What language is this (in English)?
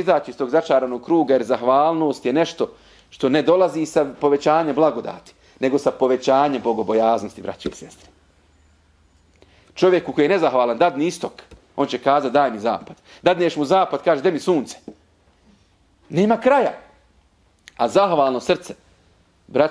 Bosnian